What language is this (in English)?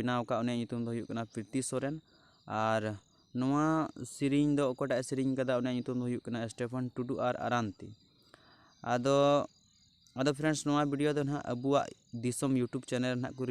Santali